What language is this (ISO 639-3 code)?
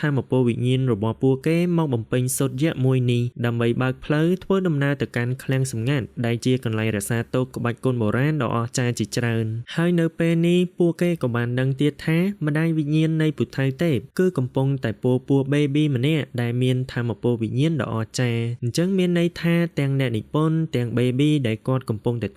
khm